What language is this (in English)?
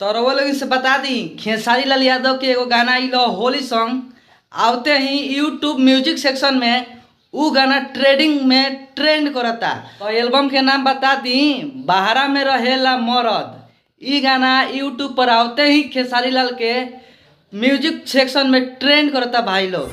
Bhojpuri